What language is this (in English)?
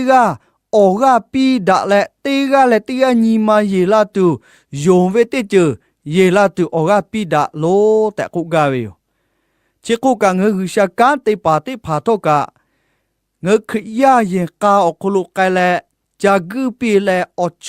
Lahu